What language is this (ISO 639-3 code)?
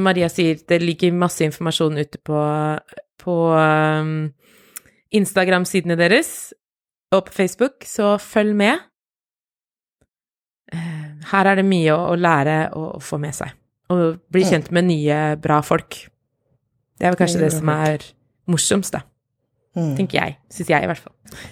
nor